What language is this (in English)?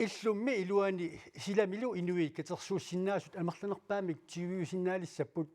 Kalaallisut